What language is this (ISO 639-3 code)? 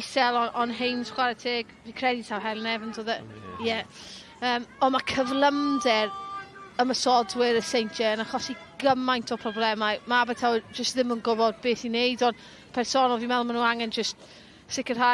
cym